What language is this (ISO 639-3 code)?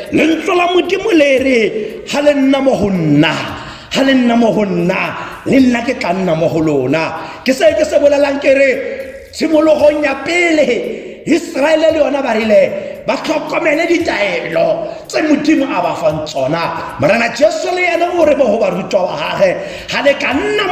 tsn